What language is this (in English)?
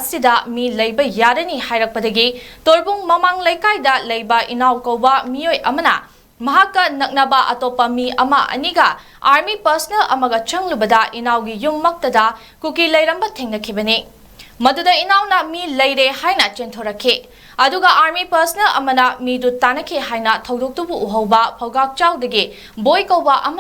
Manipuri